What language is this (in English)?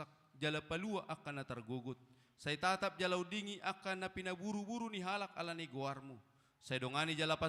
Batak Toba